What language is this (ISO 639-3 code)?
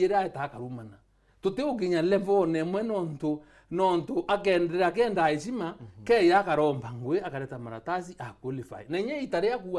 mer